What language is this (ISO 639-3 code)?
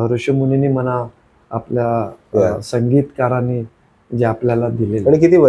mar